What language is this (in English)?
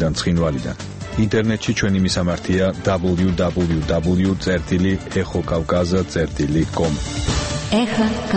Georgian